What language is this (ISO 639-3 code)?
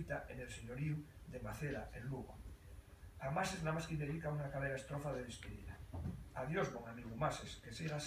ast